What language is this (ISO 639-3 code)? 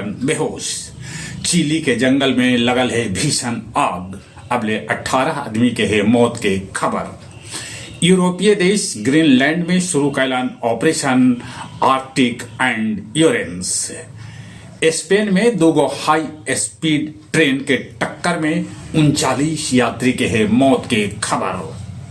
mag